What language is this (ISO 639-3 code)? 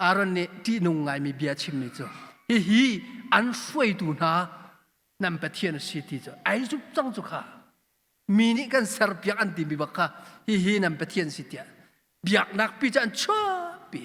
cnh